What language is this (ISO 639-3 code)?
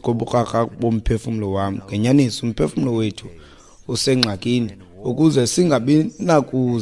xho